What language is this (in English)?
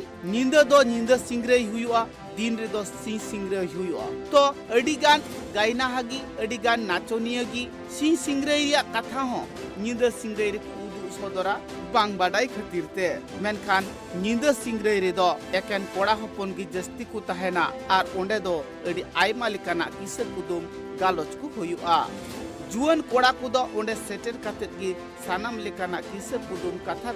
Santali